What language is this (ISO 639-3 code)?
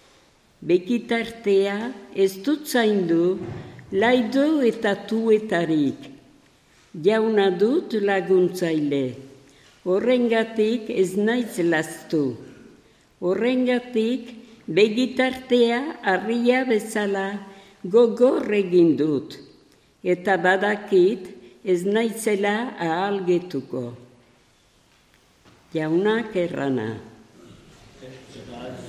eus